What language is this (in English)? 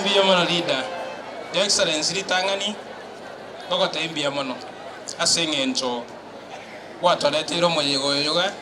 Gusii